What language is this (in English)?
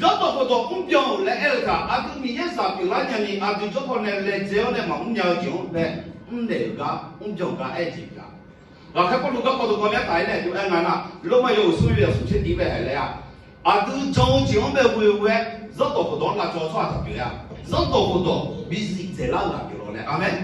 Akha